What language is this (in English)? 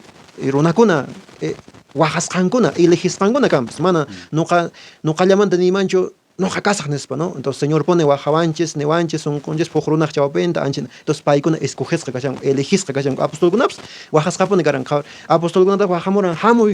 Quechua